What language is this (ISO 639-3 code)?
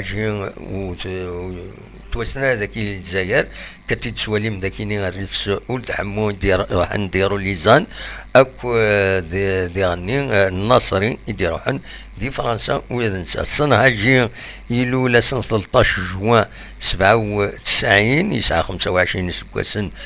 kab